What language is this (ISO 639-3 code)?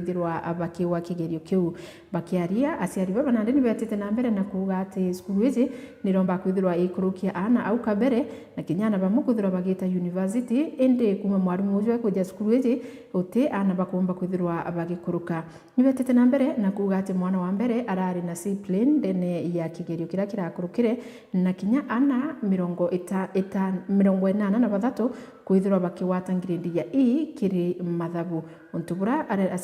mer